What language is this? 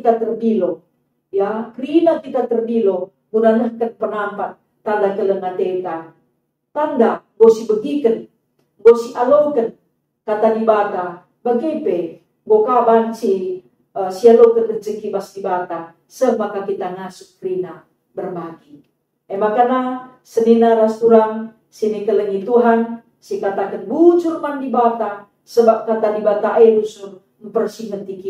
Batak Karo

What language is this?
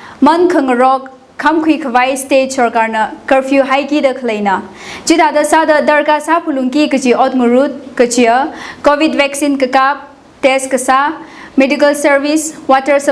Tangkhul Naga (India)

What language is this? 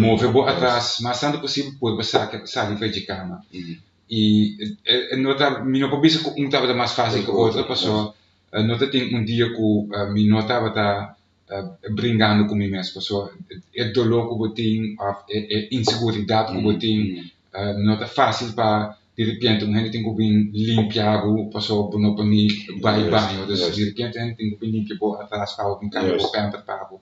Papiamento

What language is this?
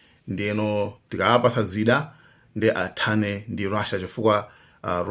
Nyanja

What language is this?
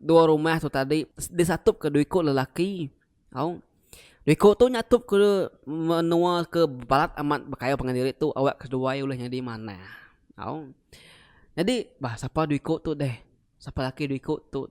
Iban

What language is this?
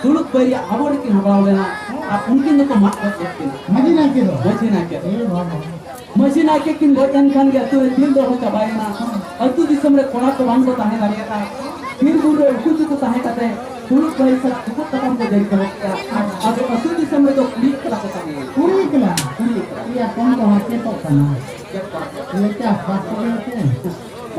Santali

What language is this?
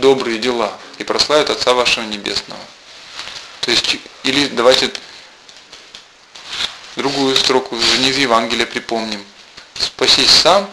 Russian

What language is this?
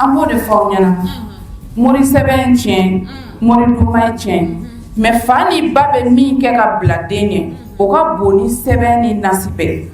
Bambara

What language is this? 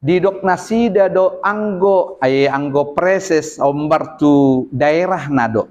Batak Toba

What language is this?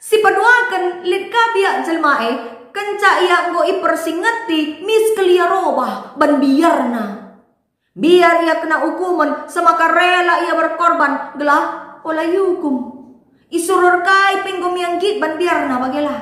Batak Karo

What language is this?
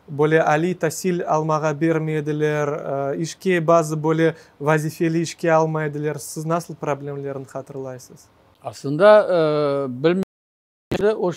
Crimean Tatar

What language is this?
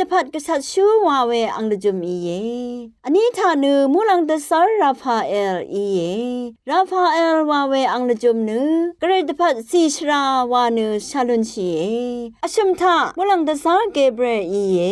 Rawang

